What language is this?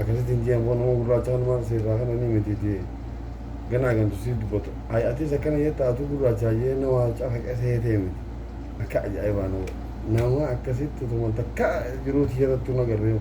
Oromo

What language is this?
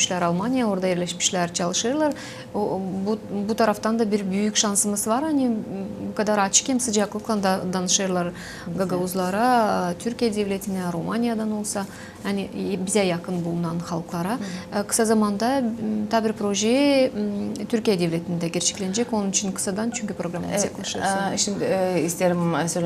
Gagauz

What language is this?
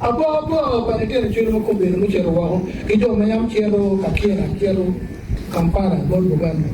Acoli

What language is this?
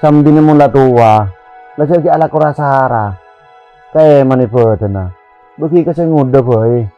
Madurese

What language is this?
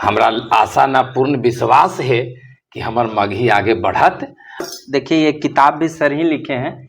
Magahi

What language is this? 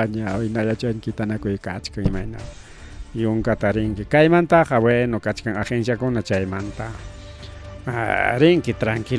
Ayacucho Quechua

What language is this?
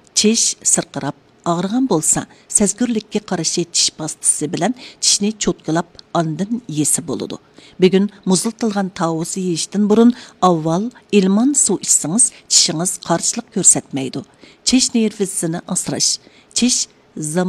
Uyghur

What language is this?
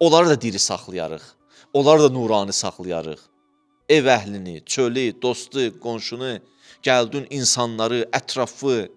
Azerbaijani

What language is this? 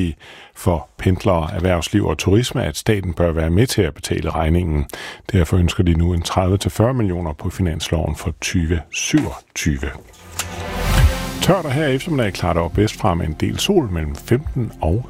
Danish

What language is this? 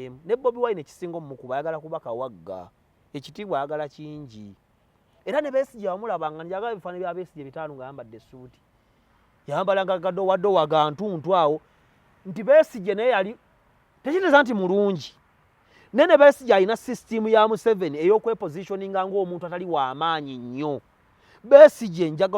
Ganda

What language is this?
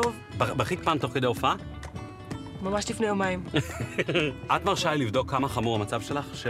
Hebrew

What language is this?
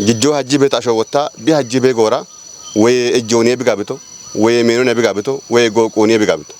Kafa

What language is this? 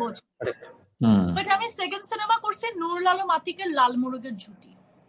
Bangla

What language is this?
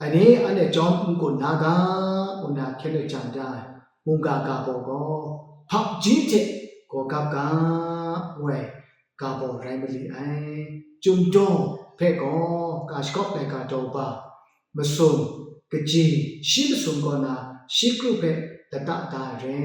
Kachin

